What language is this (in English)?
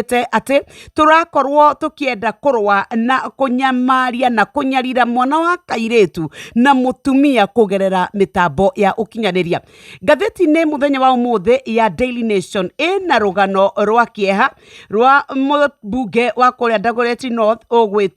Kikuyu